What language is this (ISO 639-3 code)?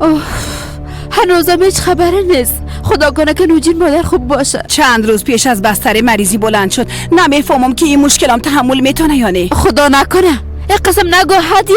fas